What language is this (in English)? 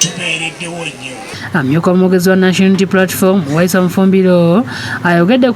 Ganda